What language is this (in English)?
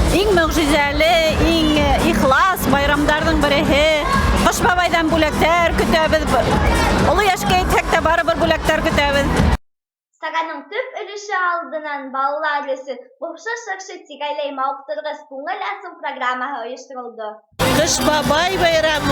Bashkir